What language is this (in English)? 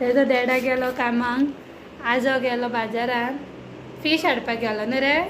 Konkani